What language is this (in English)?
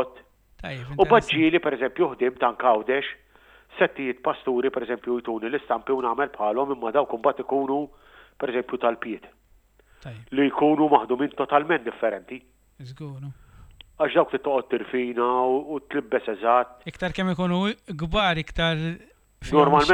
Maltese